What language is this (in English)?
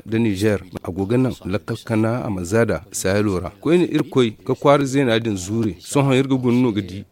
Zarma